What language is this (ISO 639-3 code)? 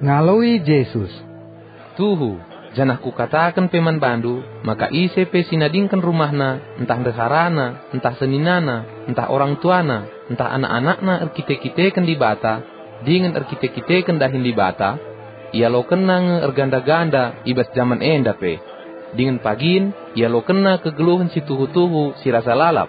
btx